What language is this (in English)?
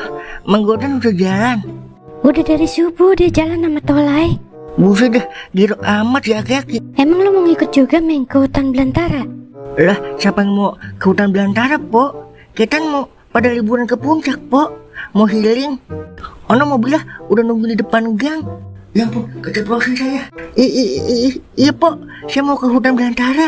Betawi